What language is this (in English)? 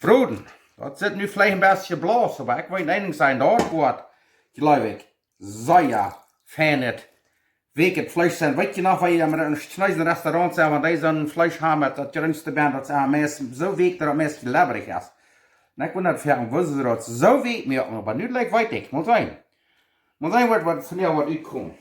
Plautdietsch